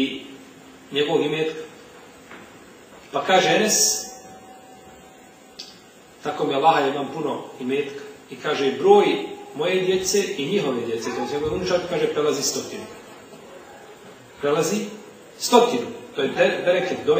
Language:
Bosnian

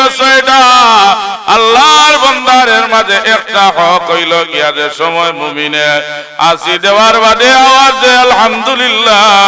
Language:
Sylheti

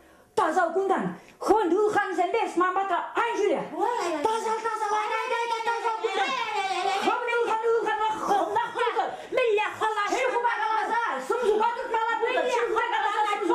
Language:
Chuvash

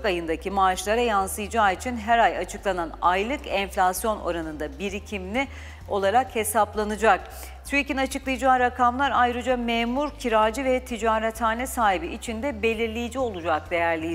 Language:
Turkish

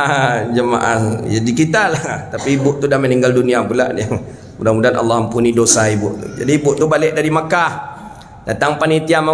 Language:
Malay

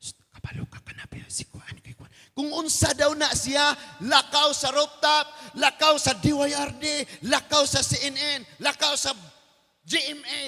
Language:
Cebuano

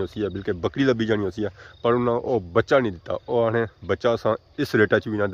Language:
Pahari-Potwari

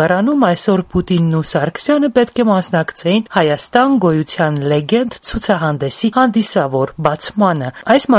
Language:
Armenian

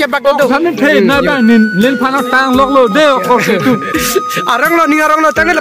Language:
Karbi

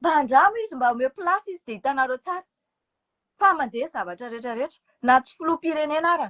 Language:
Malagasy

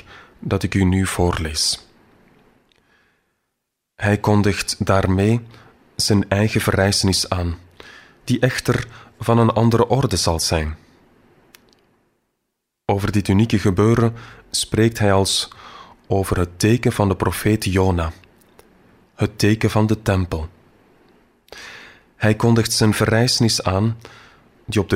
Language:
Dutch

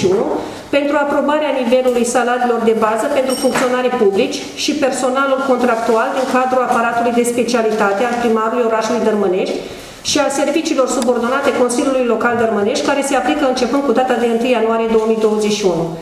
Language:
Romanian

